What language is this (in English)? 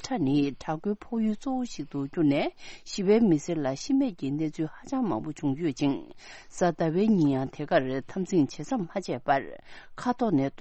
Tibetan